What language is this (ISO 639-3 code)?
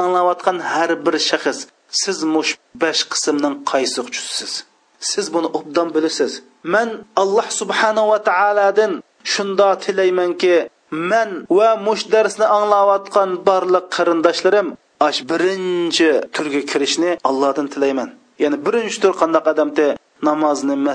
uig